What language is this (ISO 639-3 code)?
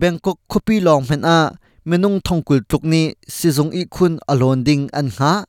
cnh